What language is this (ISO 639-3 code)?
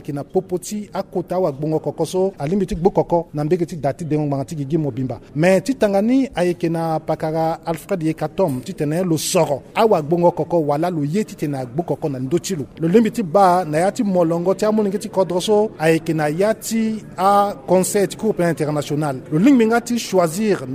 sag